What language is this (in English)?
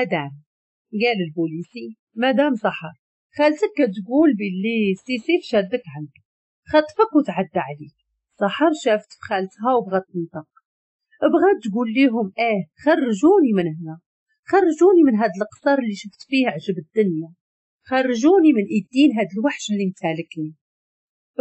Moroccan Arabic